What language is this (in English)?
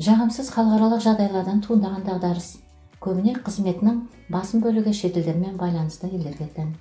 Kazakh